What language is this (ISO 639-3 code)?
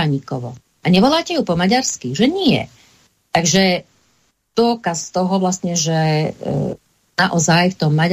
slk